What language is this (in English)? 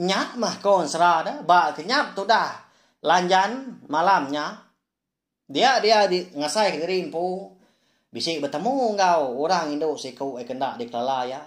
Iban